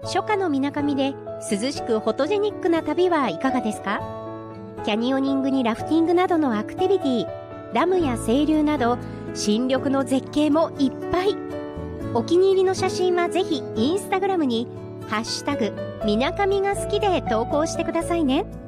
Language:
Japanese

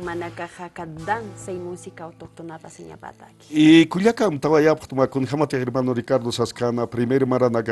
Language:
Aymara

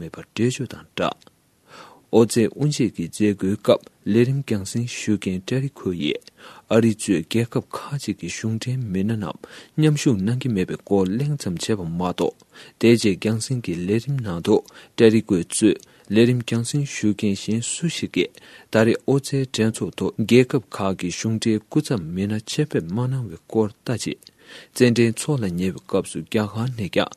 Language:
Tibetan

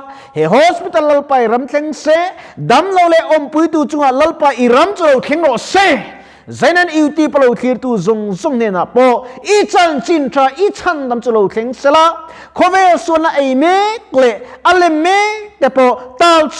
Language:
Mizo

